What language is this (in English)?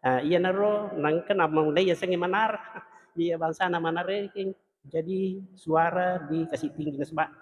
Buginese